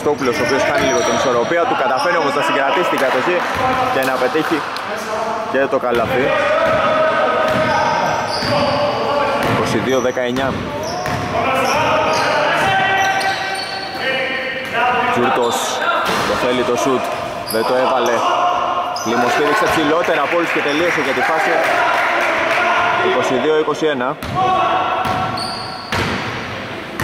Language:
Greek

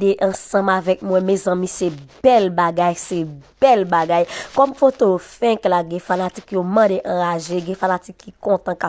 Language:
Haitian Creole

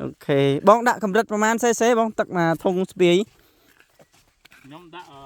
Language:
Khmer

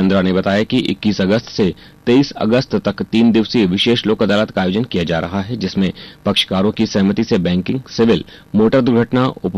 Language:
Hindi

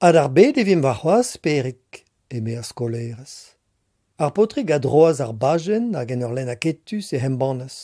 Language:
Breton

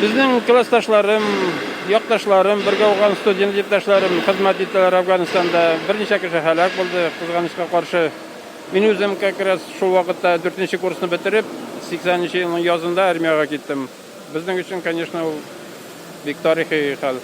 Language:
Bashkir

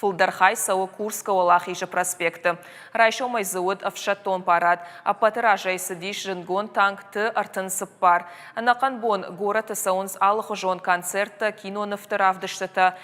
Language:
Ossetic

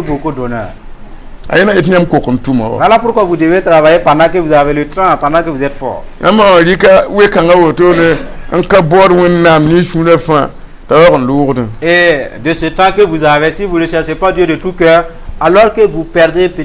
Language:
Mossi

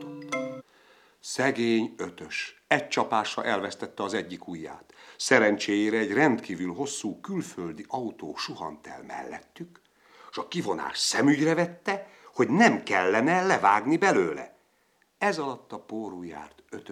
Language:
Hungarian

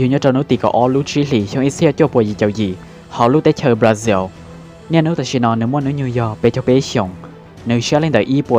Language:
Hmong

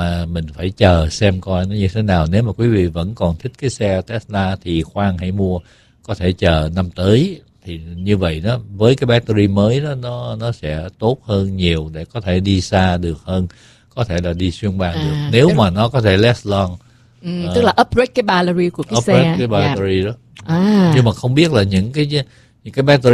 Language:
Vietnamese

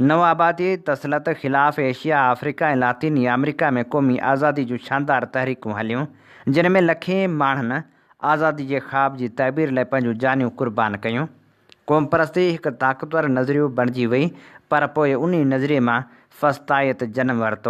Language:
Sindhi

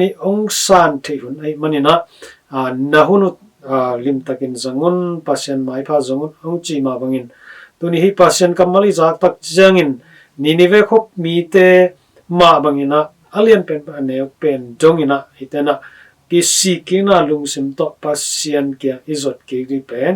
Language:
Tedim Chin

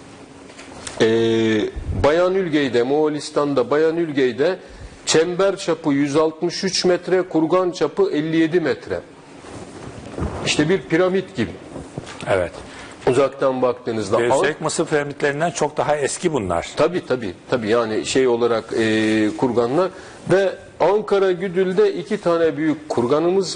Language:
Turkish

